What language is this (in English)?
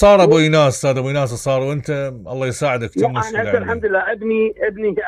Mesopotamian Arabic